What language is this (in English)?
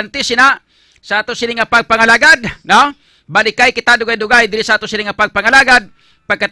Hiligaynon